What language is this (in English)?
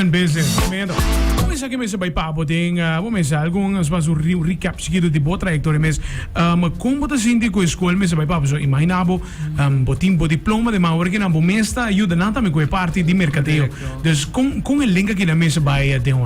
Papiamento